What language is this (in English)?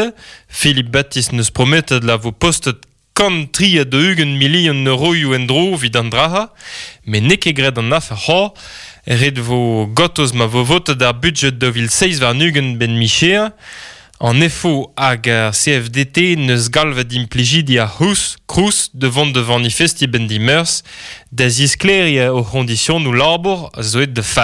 Breton